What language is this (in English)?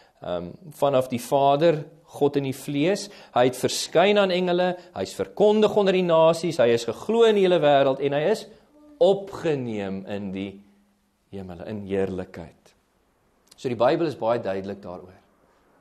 Afrikaans